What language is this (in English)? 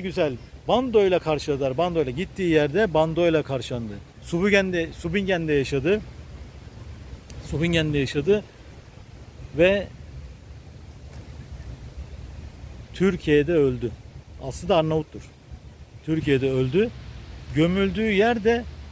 Turkish